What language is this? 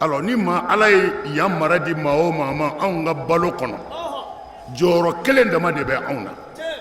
Bambara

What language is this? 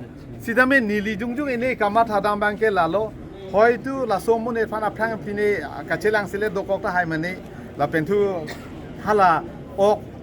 Karbi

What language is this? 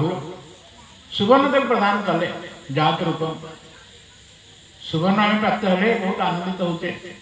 Odia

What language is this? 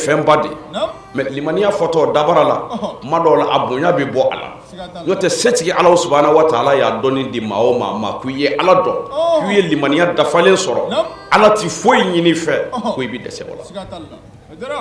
Bambara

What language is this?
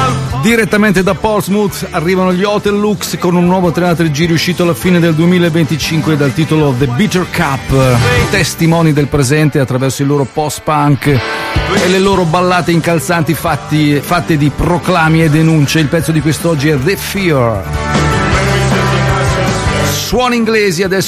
Italian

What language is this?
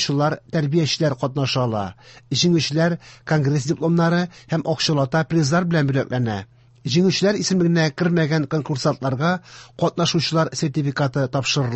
Tatar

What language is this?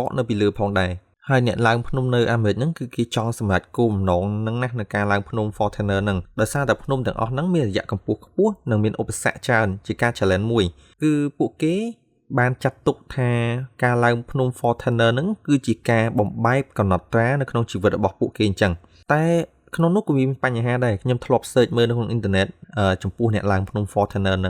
Khmer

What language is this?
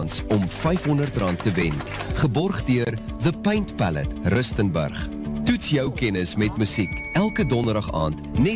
Afrikaans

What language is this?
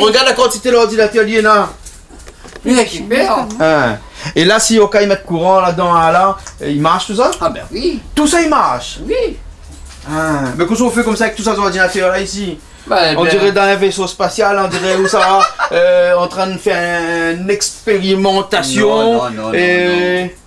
Réunion Creole French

